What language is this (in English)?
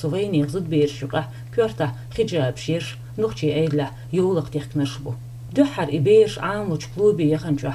Chechen